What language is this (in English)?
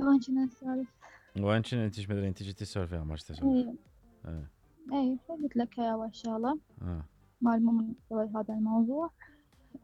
Mesopotamian Arabic